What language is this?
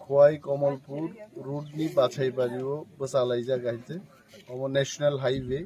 Kok Borok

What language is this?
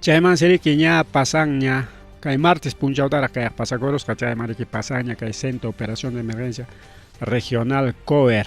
Ayacucho Quechua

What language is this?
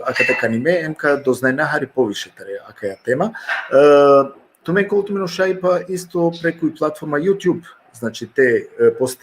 Balkan Romani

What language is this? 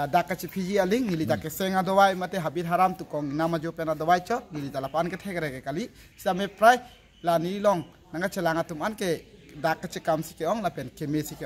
Karbi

